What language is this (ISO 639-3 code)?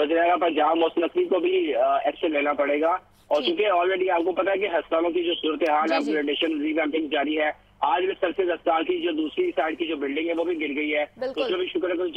urd